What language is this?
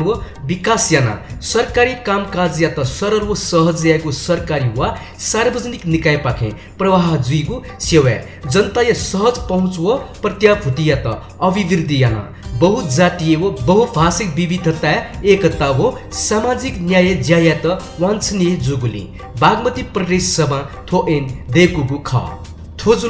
Newari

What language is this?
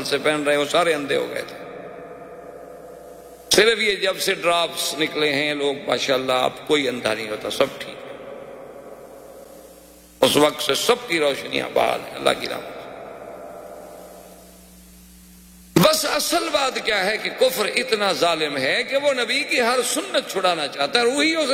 Urdu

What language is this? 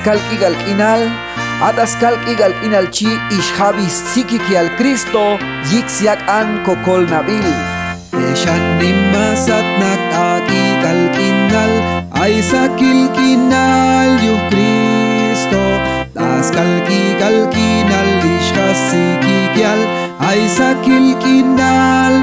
Chuj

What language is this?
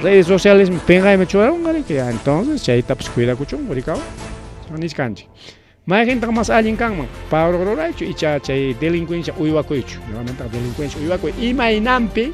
Ayacucho Quechua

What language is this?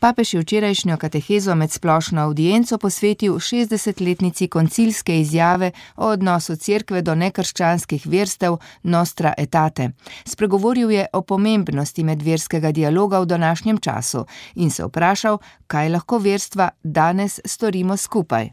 Slovenian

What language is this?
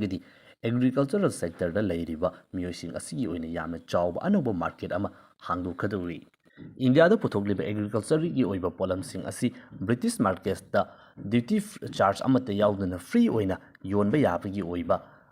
Manipuri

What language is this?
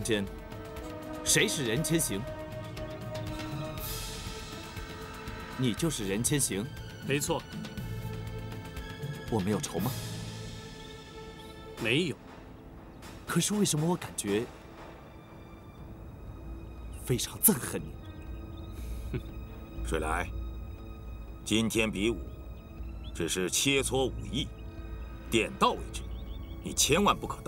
Chinese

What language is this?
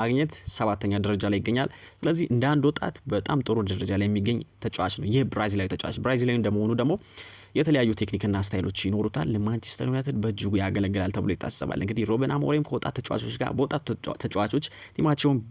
Amharic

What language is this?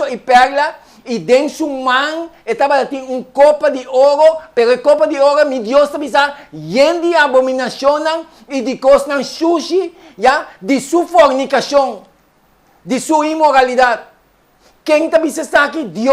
Papiamento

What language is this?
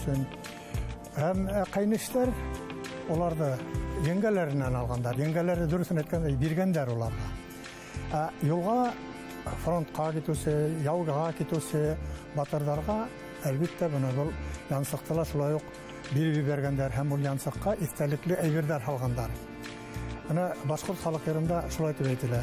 Bashkir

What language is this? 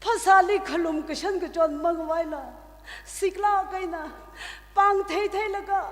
Tangkhul Naga (India)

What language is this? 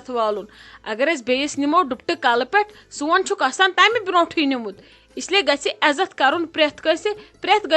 Kashmiri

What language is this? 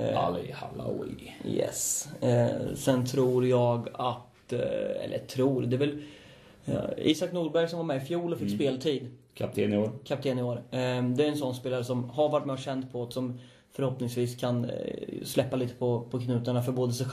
Swedish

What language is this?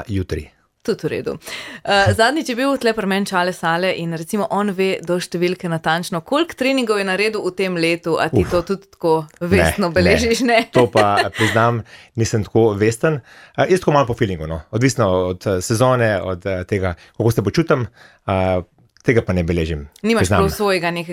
Slovenian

